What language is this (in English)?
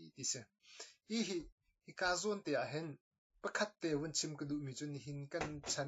Hakha Chin